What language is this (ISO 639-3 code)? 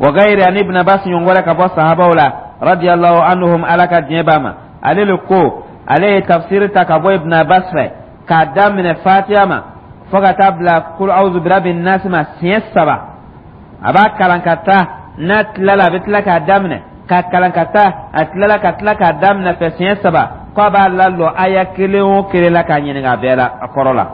dyu